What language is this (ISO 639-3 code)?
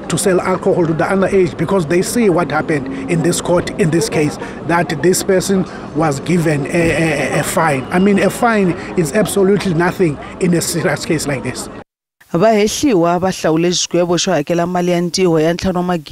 tso